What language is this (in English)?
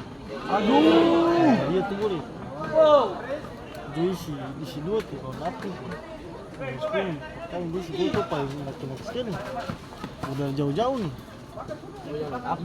Ambonese Malay